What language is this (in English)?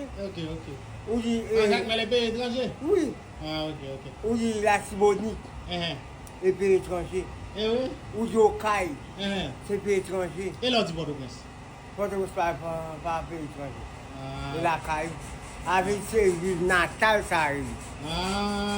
Haitian Creole